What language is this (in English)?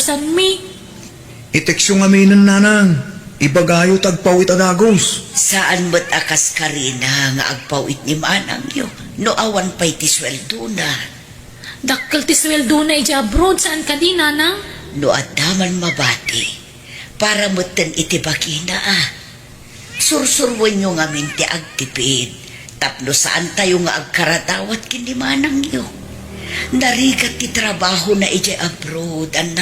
Iloko